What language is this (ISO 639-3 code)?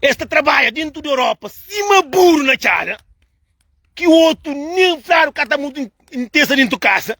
kea